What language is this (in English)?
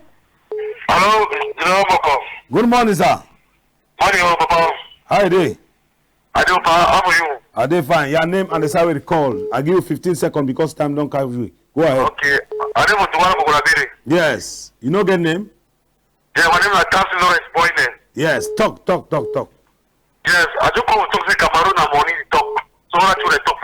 Cameroon Pidgin